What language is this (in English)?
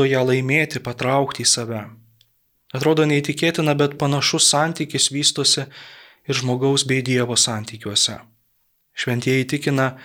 Lithuanian